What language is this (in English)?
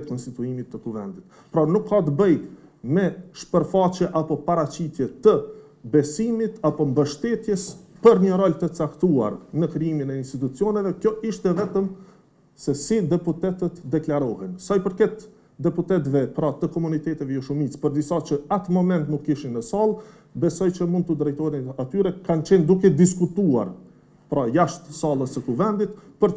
Albanian